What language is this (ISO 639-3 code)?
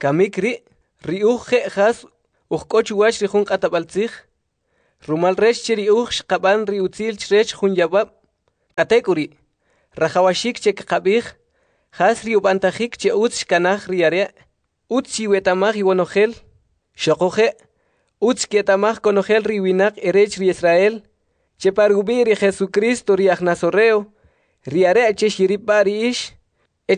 quc